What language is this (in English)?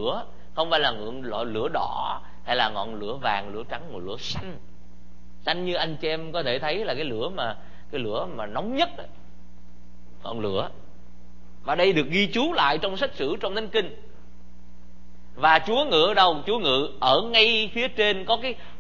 Vietnamese